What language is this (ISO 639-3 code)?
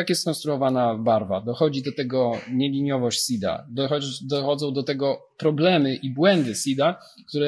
pol